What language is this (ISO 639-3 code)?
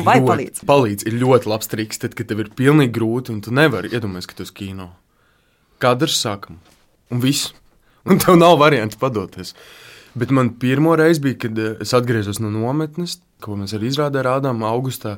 lav